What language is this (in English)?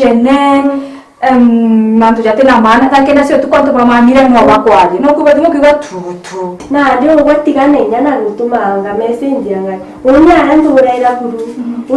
Meru